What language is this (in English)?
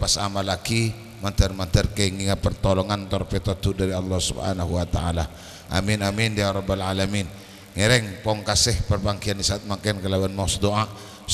Madurese